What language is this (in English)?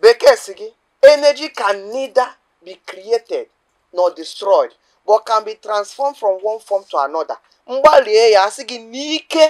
Igbo